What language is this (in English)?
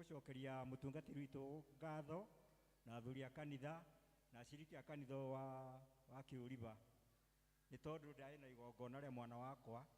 Kikuyu